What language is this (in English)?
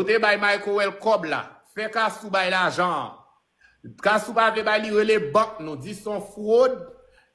Haitian Creole